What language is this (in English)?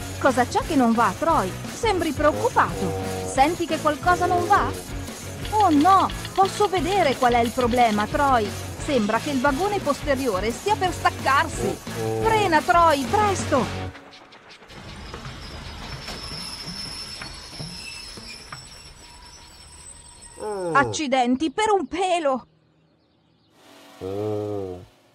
Italian